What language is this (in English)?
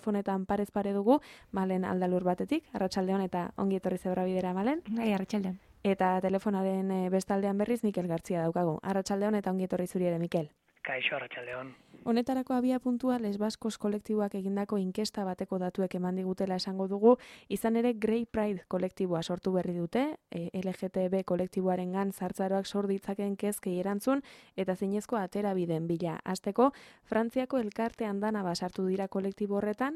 Basque